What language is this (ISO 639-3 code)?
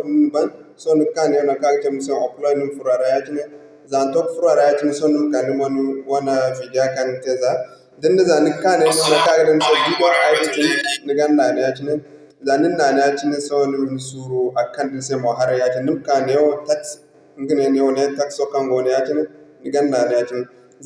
dje